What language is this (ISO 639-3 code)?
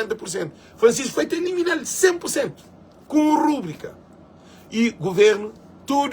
kea